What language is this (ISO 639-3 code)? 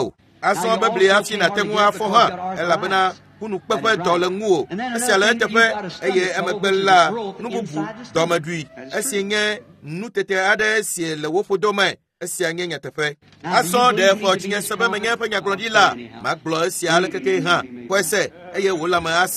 ewe